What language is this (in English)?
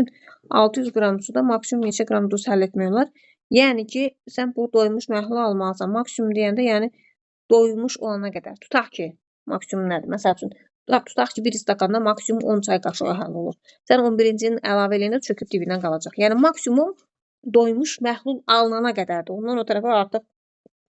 Azerbaijani